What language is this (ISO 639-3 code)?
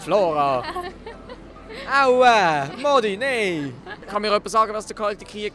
gsw